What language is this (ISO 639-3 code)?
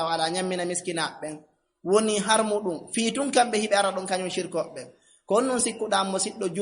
ful